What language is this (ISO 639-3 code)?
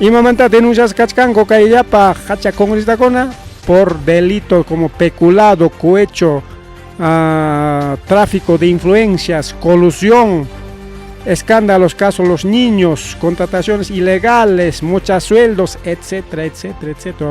quy